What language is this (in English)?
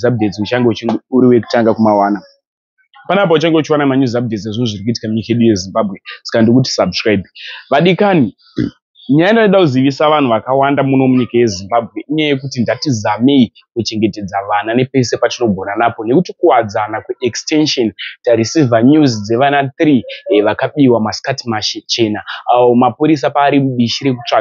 Shona